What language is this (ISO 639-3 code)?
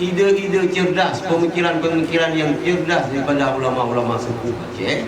ace